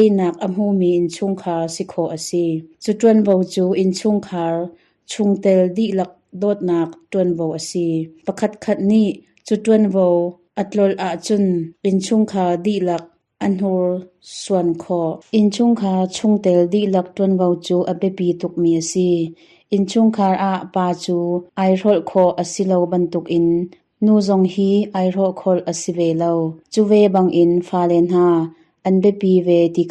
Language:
Hakha Chin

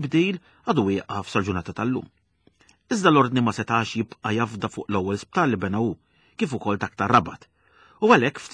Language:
Maltese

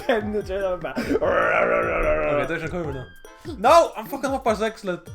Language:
Faroese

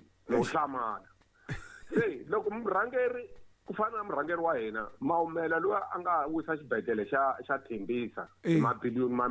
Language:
Tsonga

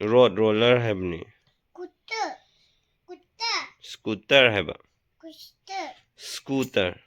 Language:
Manipuri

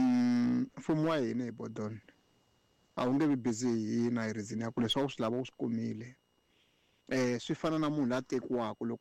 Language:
Tsonga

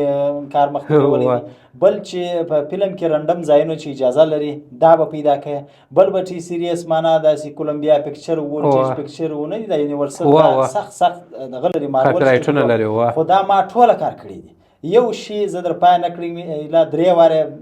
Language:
Pashto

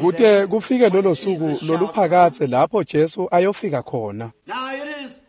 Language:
Swati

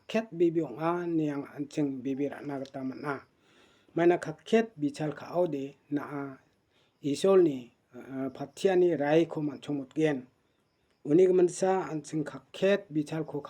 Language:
Garo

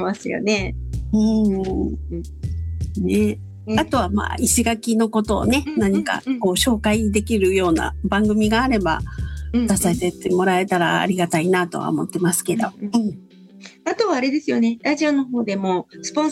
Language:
Japanese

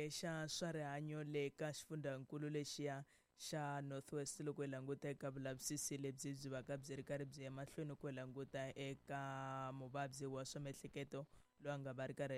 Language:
Tsonga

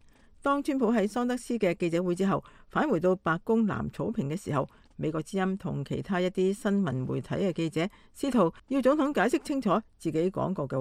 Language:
Cantonese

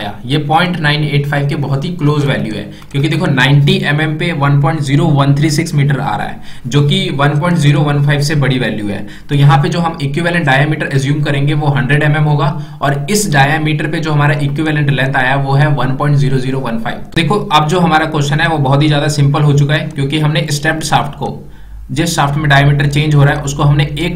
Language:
Hindi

